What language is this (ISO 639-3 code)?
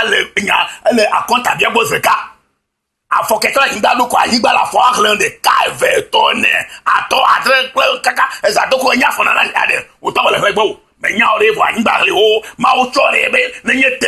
ewe